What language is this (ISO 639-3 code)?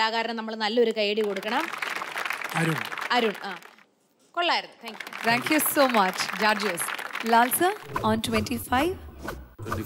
mal